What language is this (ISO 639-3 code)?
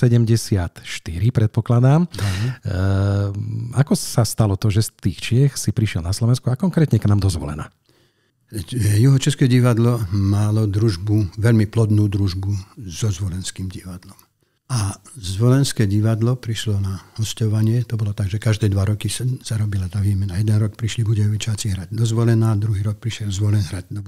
slk